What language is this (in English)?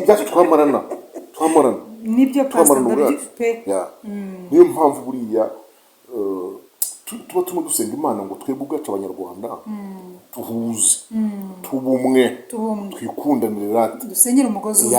Kinyarwanda